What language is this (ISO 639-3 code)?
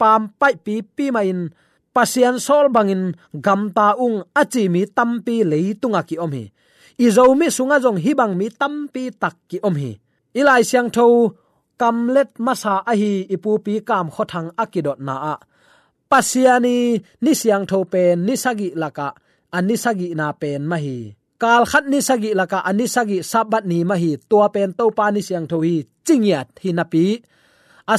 ctd